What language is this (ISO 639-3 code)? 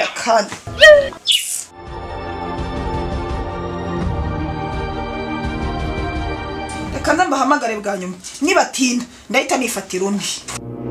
kin